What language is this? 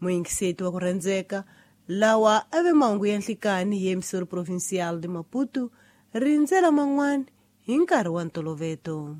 Tsonga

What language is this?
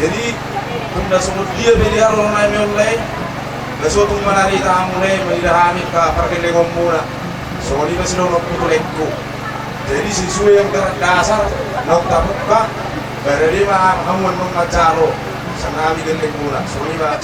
Batak Toba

